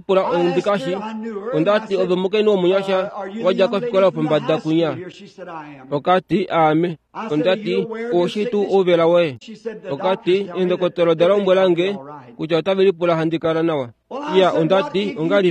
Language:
Kuanyama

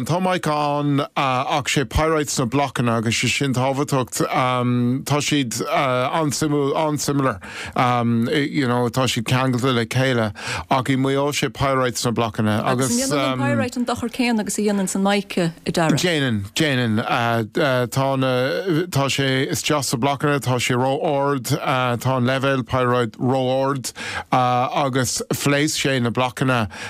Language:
Irish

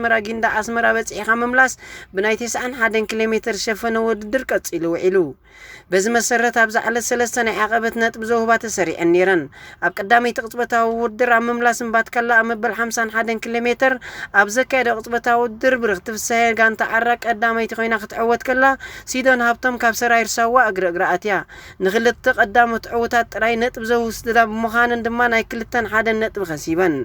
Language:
Tigrinya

